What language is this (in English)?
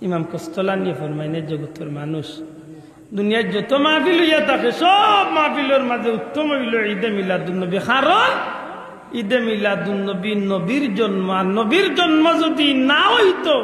Sylheti